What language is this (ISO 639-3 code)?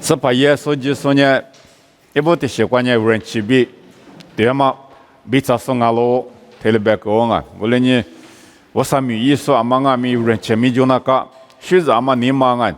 lis